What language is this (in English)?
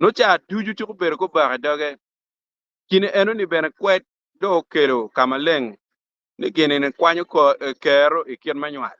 Acoli